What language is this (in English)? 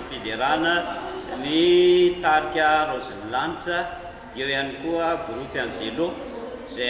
Malagasy